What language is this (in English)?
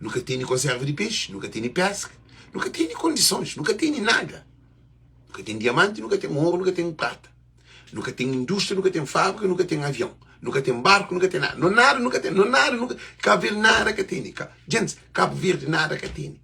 Kabuverdianu